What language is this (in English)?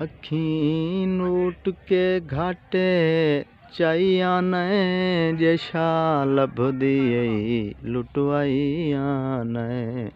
Saraiki